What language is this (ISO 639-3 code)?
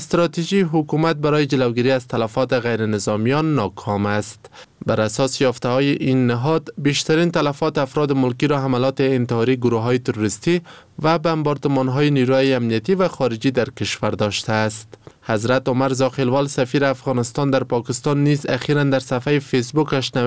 fas